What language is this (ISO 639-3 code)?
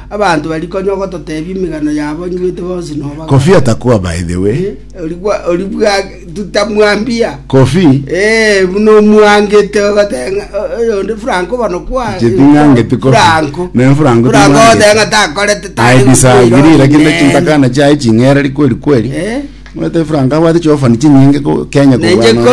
guz